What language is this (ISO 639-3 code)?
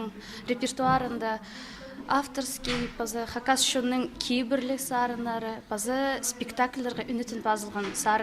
kjh